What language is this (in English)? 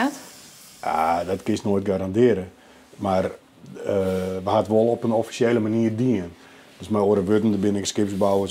Western Frisian